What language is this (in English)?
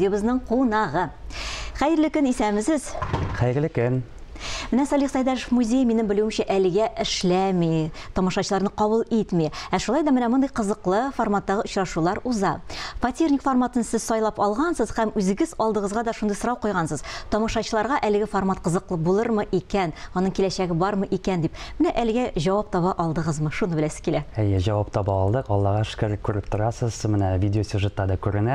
Tatar